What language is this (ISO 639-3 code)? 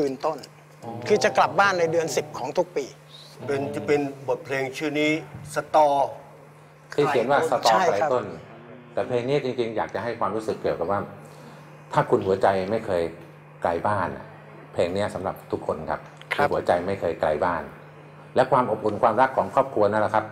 tha